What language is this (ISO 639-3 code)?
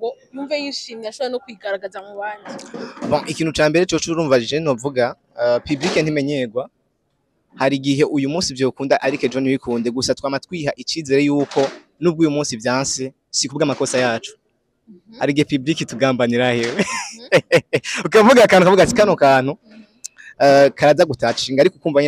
run